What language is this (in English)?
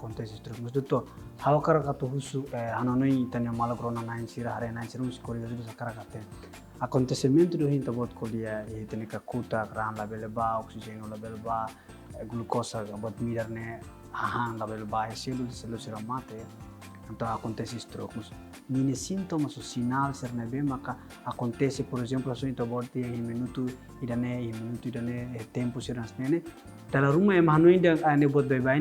Tetum